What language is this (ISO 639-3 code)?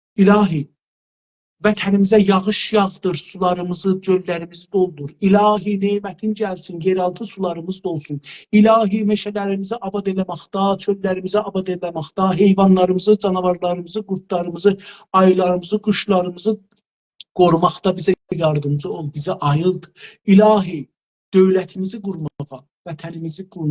azb